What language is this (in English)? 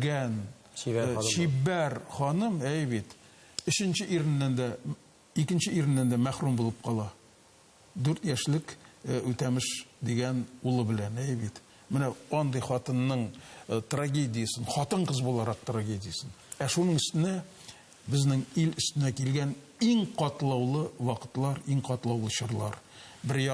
Tatar